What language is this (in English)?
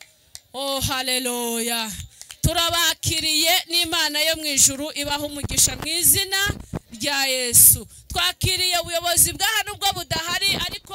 Kinyarwanda